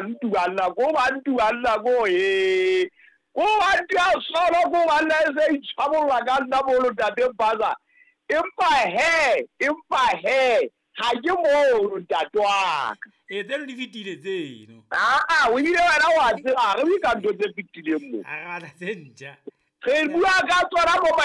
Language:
Southern Sotho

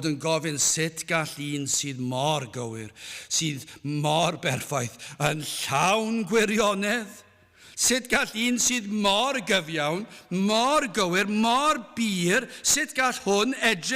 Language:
Welsh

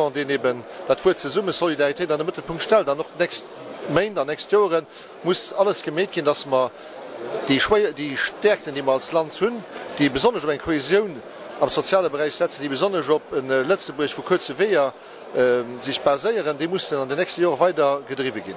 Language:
Luxembourgish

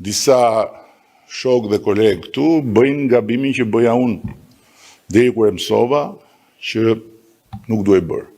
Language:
Albanian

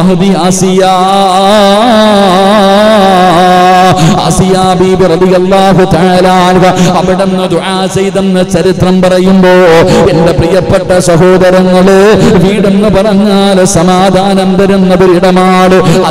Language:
Malayalam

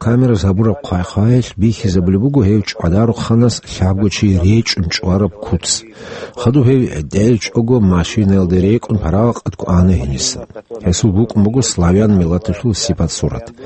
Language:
Avaric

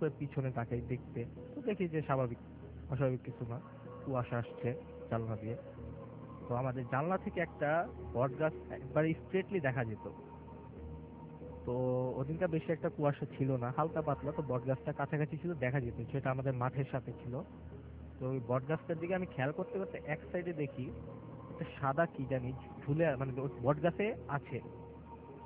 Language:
Bangla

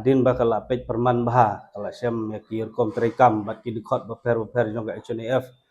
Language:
Khasi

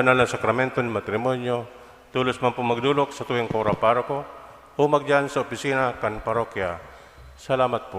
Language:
Bikol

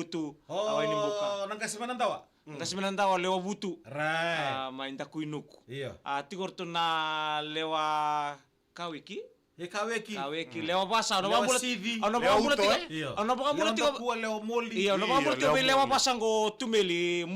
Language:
Fijian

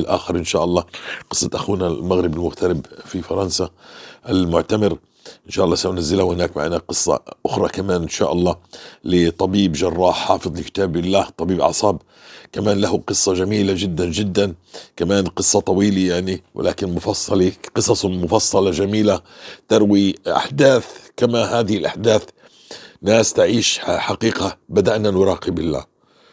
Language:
North Levantine Arabic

